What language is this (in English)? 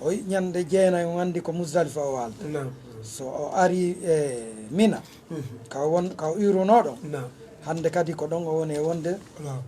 Fula